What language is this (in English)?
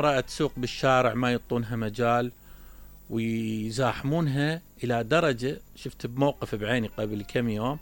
Mesopotamian Arabic